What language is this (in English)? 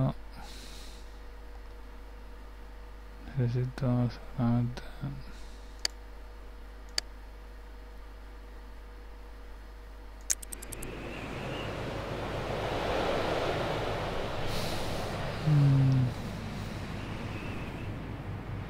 Spanish